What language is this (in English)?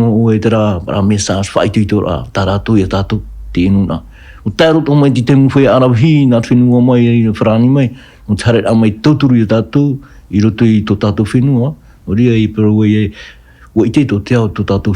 Tahitian